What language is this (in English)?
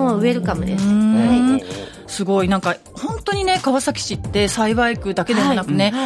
Japanese